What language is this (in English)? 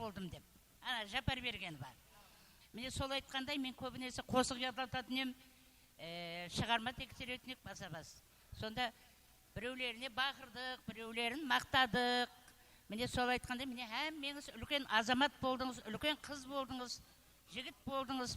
Kara-Kalpak